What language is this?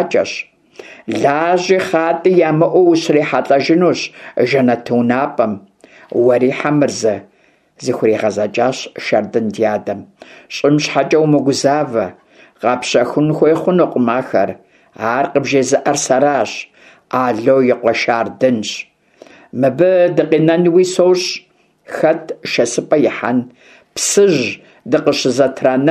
Kabardian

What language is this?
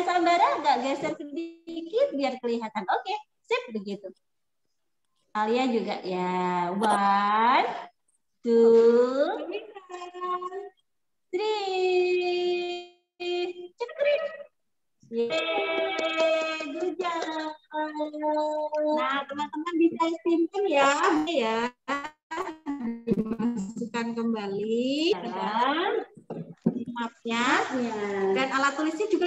Indonesian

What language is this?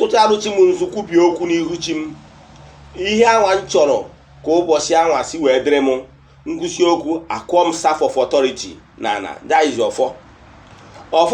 Igbo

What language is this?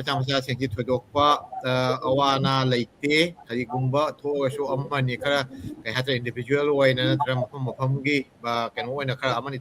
Manipuri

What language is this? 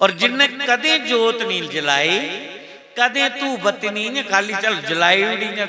Dogri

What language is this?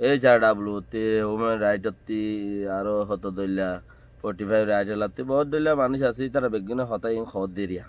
Rohingya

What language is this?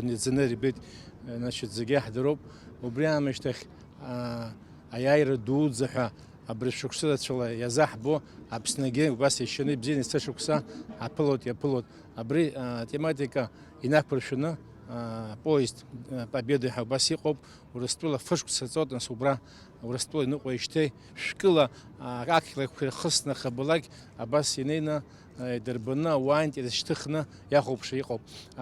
Abkhazian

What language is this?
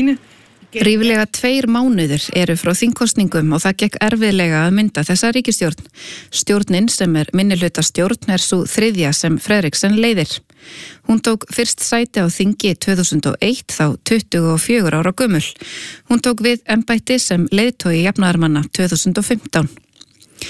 Icelandic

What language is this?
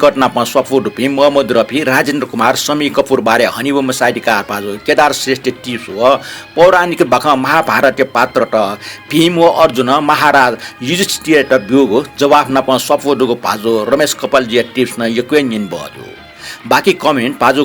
Newari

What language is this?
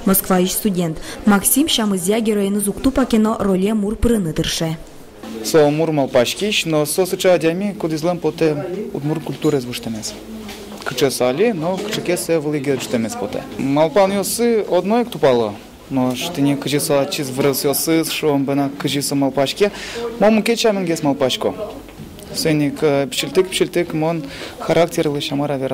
Udmurt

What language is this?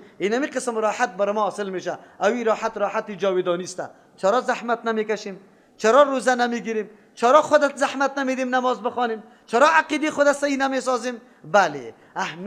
Persian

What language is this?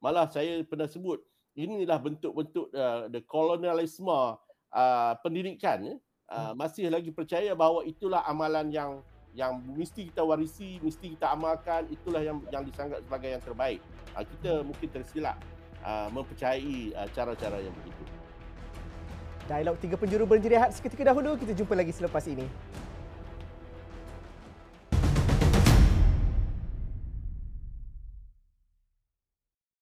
Malay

